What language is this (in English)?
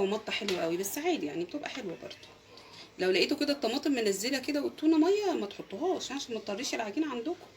Egyptian Arabic